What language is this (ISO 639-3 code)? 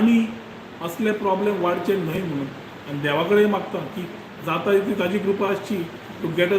kok